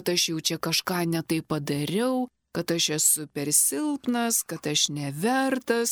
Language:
Lithuanian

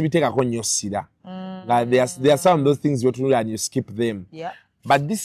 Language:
Ganda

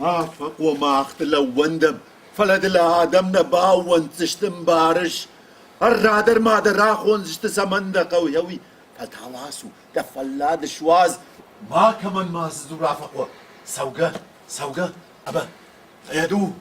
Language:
Ossetic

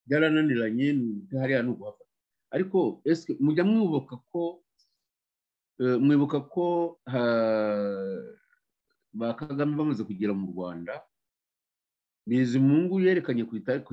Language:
Kinyarwanda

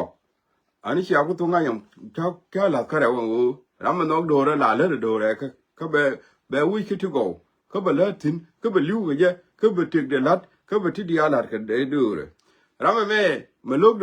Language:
Nuer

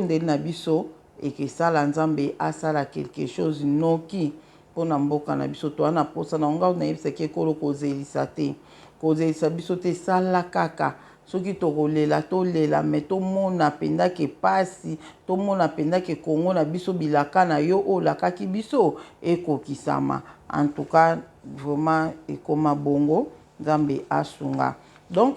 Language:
Lingala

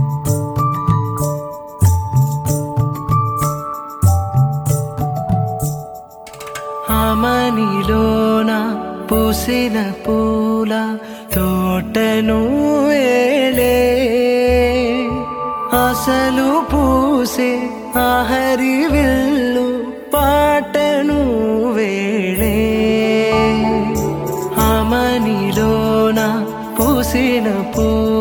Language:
Telugu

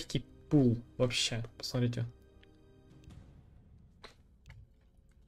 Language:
Russian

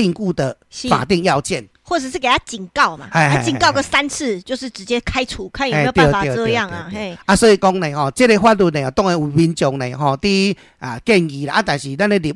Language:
Min Nan Chinese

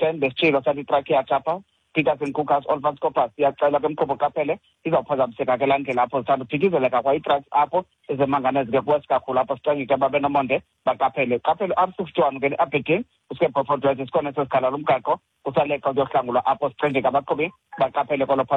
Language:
Xhosa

